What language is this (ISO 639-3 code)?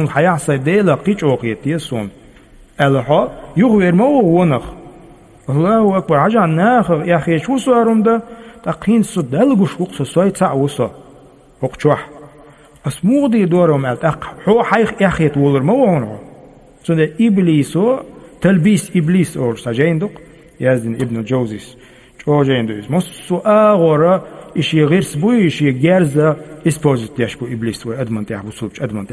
che